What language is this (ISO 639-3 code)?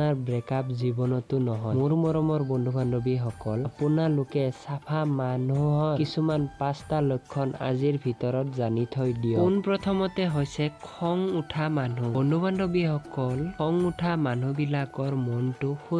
asm